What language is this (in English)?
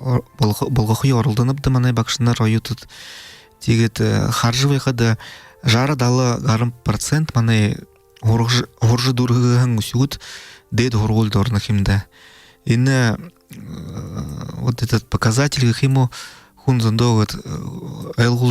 Buriat